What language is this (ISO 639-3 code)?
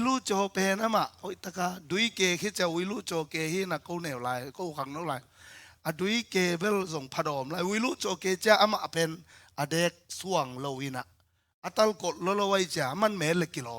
ctd